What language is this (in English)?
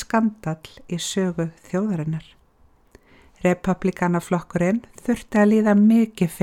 Icelandic